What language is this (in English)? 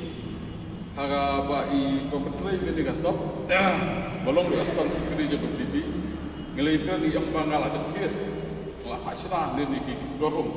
Khasi